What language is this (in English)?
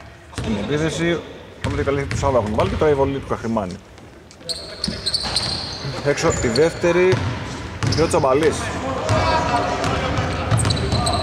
Greek